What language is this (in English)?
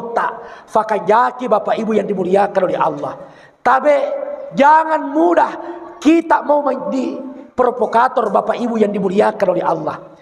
Buginese